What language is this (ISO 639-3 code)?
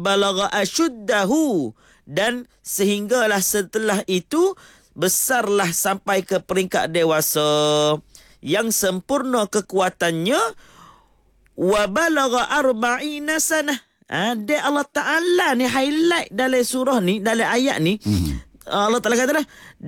msa